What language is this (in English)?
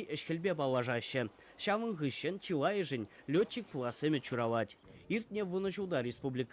Chuvash